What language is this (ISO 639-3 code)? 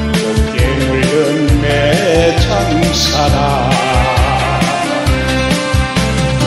kor